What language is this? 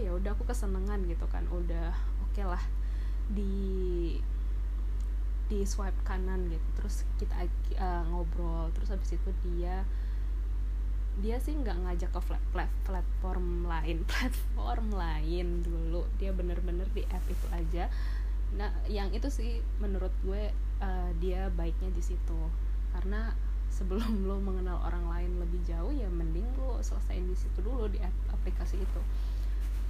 Indonesian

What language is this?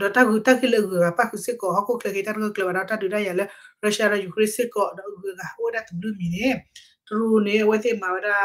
S'gaw Karen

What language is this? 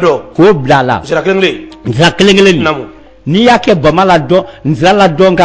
Bambara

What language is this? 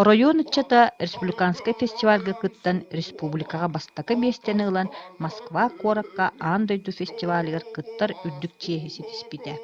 Yakut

